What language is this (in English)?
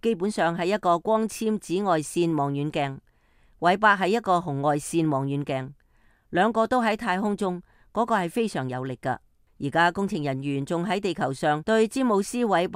Cantonese